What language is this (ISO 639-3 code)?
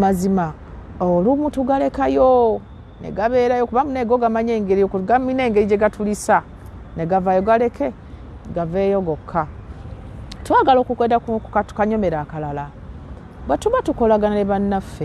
lug